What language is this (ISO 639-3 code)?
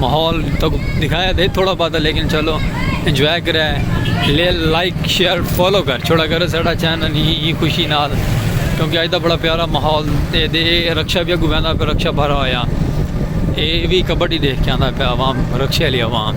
skr